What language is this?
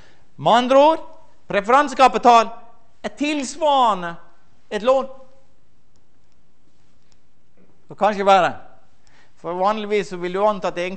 Norwegian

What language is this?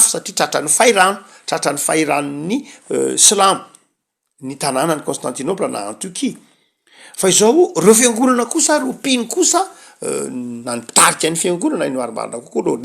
Malagasy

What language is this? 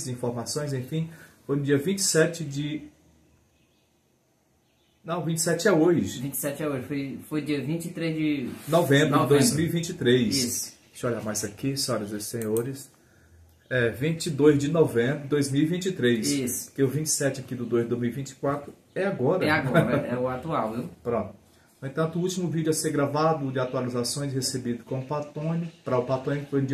Portuguese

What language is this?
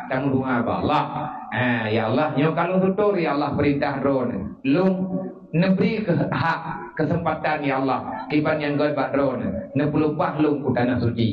Achinese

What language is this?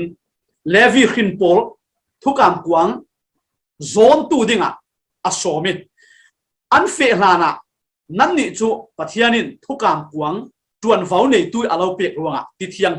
Falam Chin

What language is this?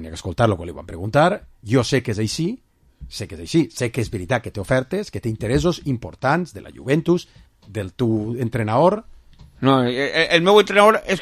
Catalan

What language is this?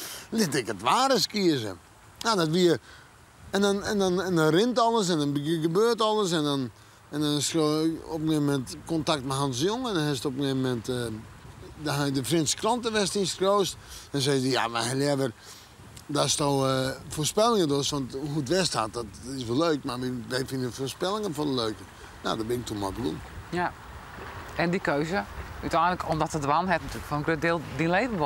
Western Frisian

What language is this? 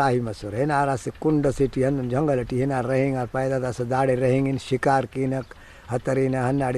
Brahui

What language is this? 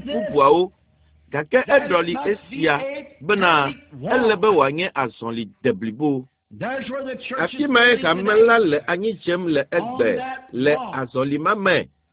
Ewe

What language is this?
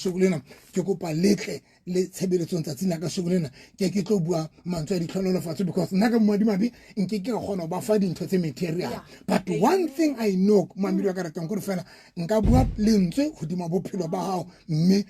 Southern Sotho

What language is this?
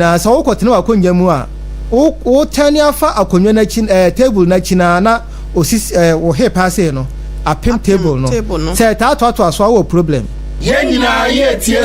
Akan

